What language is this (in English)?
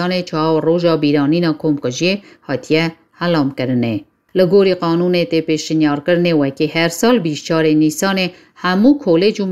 Kurdish